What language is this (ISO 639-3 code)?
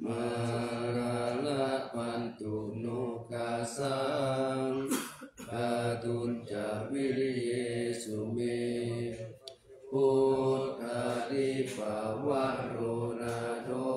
pli